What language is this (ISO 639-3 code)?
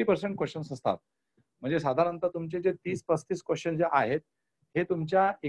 mar